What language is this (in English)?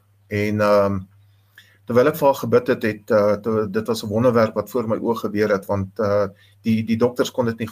Afrikaans